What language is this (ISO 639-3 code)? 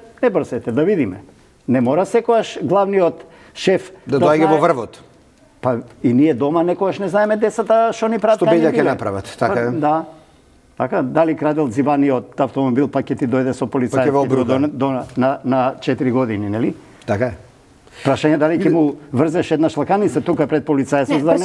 mkd